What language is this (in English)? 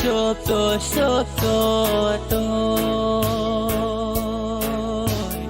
Pohnpeian